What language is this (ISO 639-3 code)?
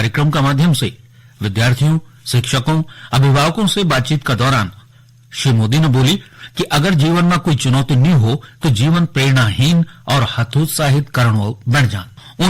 gbm